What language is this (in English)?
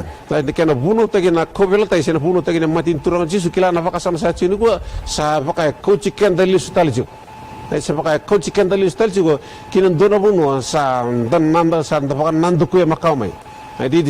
Fijian